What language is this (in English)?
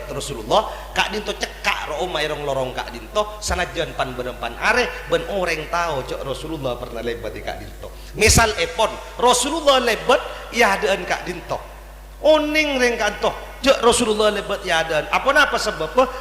Madurese